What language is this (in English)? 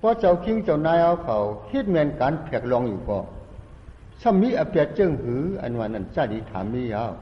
Shan